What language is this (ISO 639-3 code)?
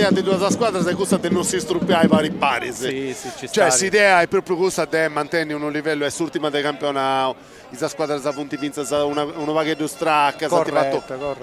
srd